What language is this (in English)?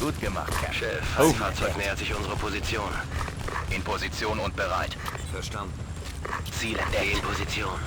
Bavarian